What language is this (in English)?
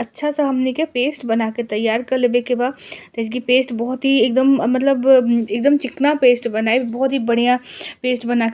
Bhojpuri